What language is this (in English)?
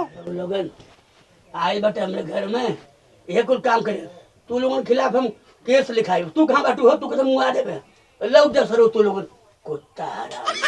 Bhojpuri